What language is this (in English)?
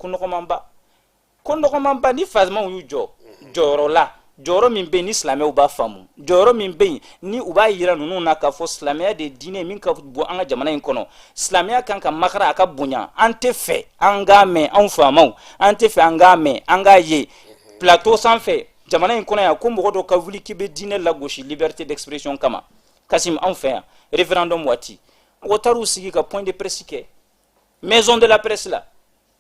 Bambara